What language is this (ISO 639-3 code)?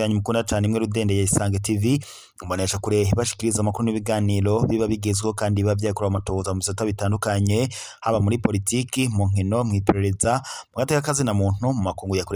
run